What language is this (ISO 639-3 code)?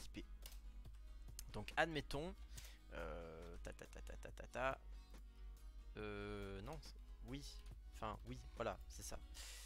fra